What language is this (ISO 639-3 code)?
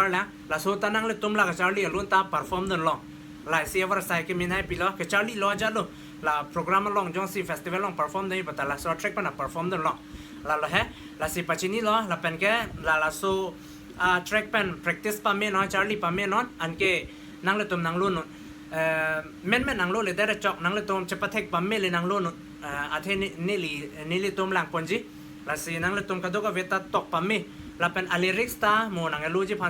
mjw